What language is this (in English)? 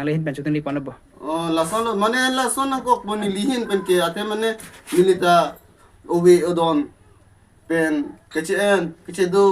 Karbi